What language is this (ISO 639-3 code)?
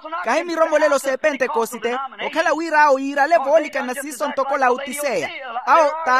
vmw